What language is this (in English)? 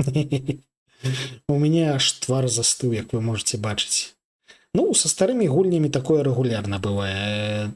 Belarusian